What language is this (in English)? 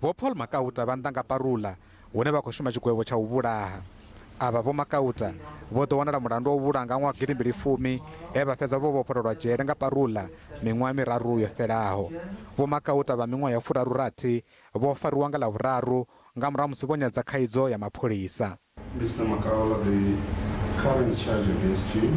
Venda